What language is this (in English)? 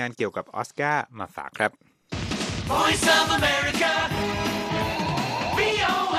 Thai